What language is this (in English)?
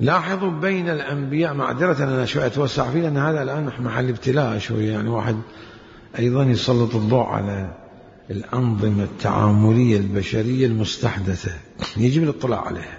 Mesopotamian Arabic